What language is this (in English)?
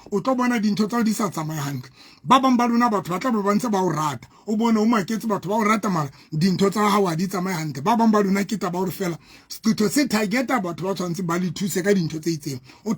Southern Sotho